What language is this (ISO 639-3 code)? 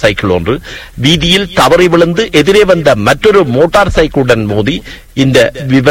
tam